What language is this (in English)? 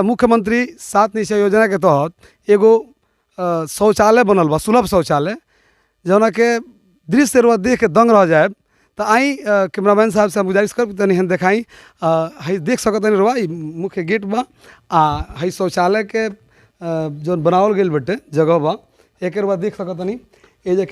Bhojpuri